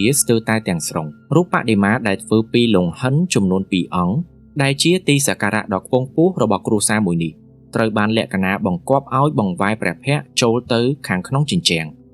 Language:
Khmer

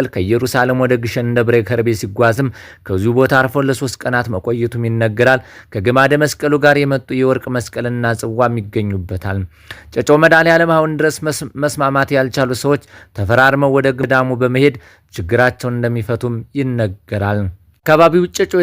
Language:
Amharic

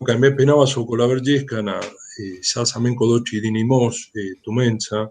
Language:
Romany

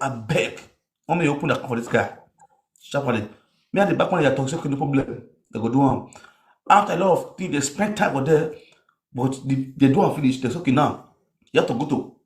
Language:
Nigerian Pidgin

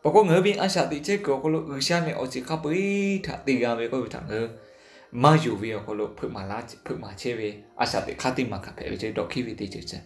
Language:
Lahu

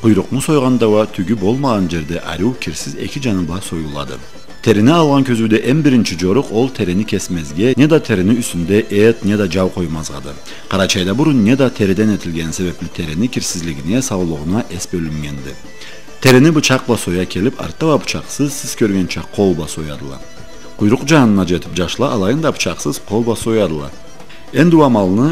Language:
Karachay-Balkar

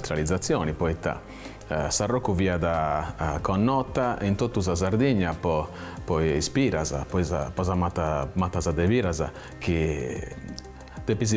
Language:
Sardinian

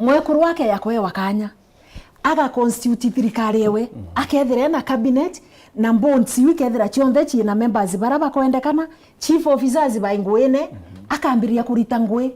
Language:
Meru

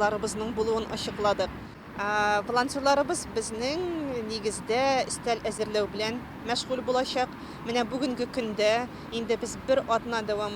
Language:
Tatar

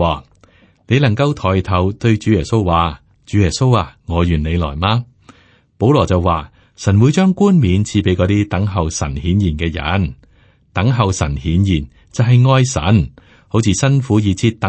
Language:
Cantonese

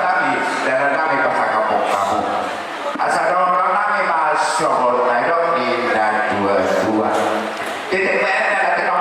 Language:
Batak Toba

